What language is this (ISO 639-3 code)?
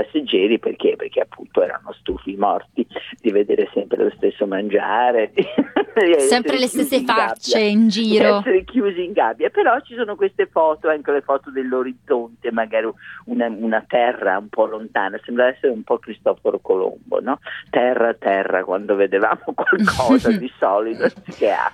ita